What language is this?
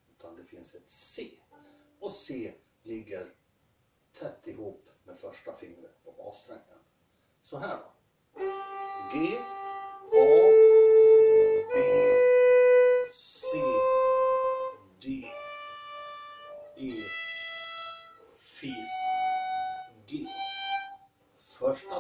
Swedish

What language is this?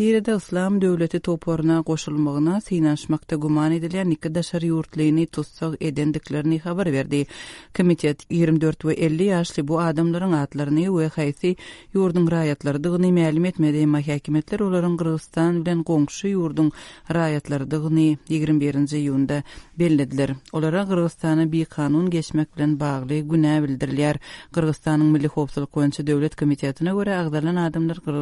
Turkmen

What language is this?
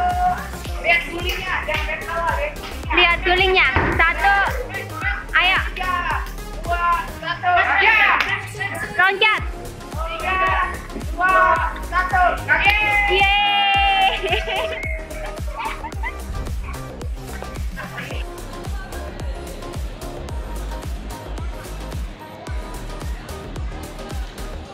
Indonesian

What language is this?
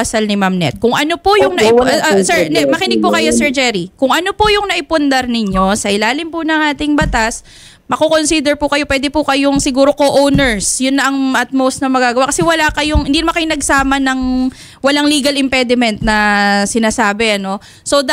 Filipino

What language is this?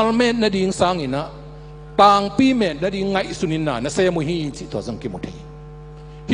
Tedim Chin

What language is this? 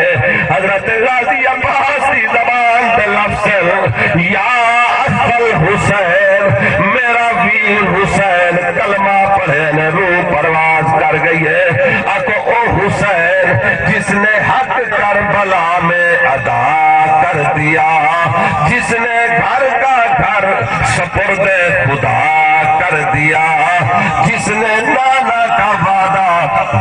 Saraiki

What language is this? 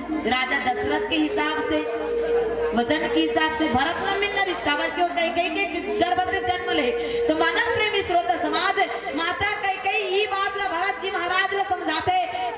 Chhattisgarhi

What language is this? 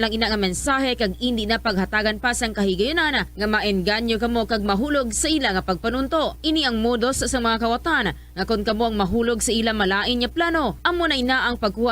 Hiligaynon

